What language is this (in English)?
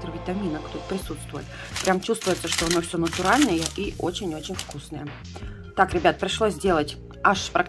Russian